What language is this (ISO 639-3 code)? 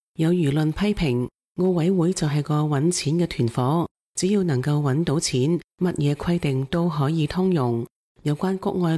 yue